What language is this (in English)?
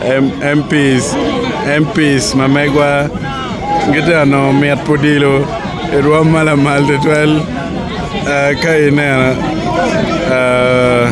Acoli